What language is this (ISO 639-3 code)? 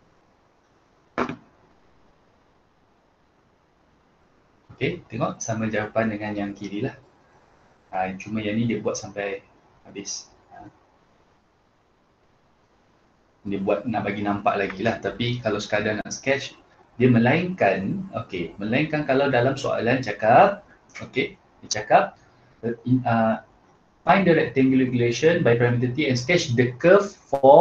msa